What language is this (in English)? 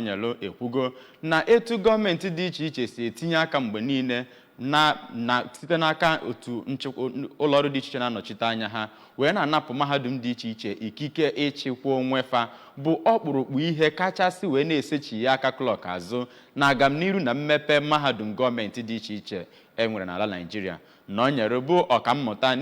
Igbo